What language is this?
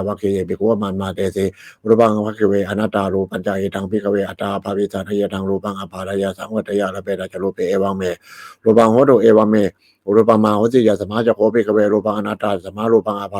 Pali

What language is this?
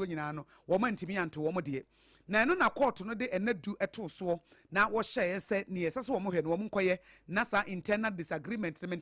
Akan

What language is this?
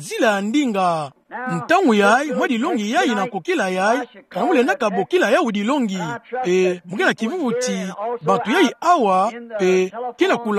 Kituba (Democratic Republic of Congo)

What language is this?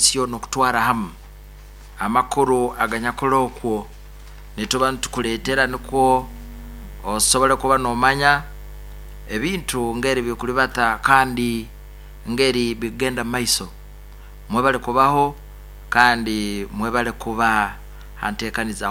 Nyankole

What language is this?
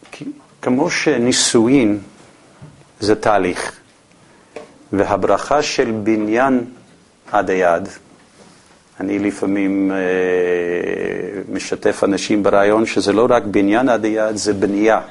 Hebrew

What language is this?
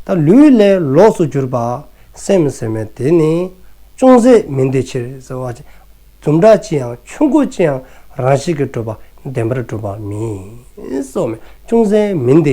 Dzongkha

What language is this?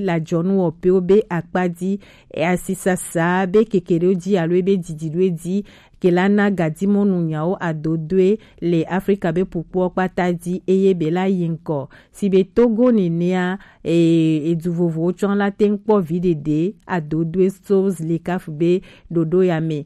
Gen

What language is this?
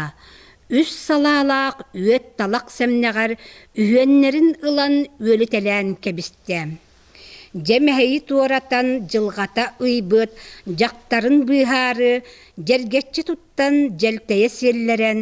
Yakut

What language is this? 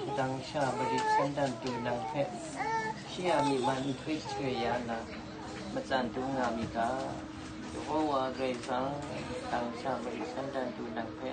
Kachin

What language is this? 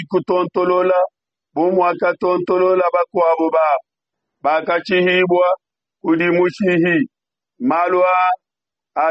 Luba-Lulua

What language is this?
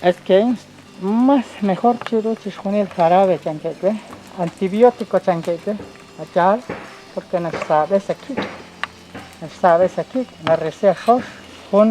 Kekchí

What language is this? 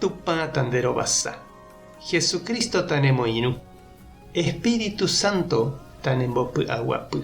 Guarani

